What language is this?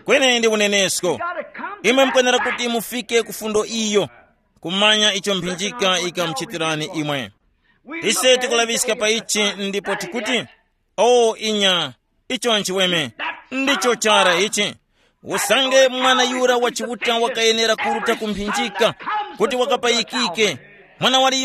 Tumbuka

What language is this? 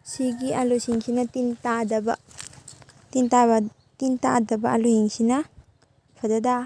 Manipuri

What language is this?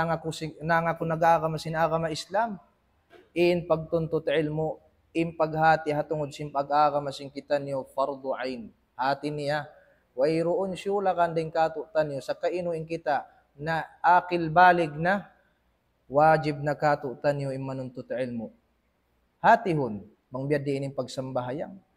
Tausug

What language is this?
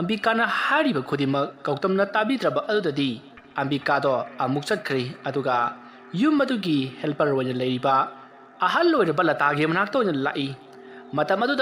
Manipuri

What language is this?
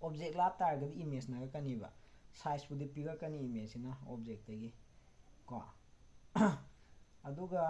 Manipuri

